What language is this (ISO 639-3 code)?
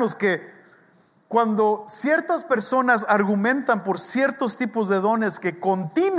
spa